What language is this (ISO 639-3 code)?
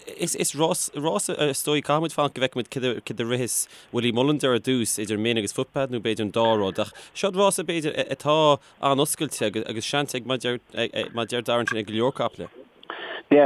gle